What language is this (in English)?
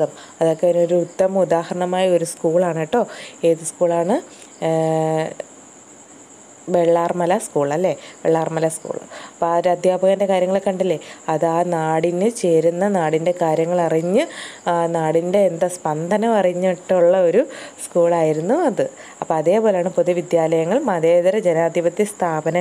Malayalam